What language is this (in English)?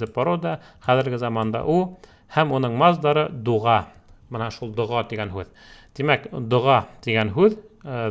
Bashkir